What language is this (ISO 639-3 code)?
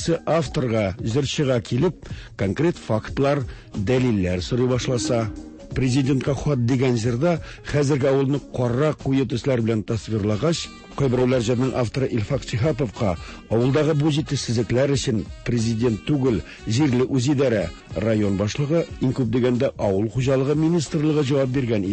tat